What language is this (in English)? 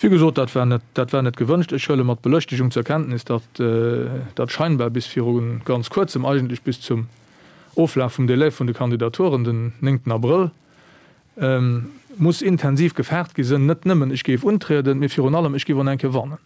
Luxembourgish